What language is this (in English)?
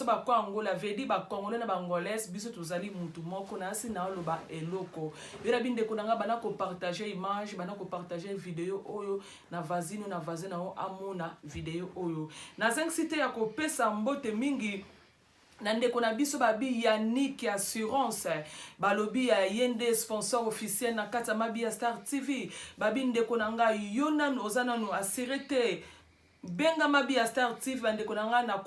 Lingala